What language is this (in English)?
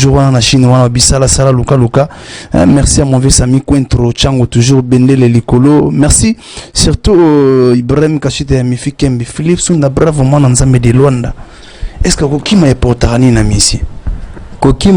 Lingala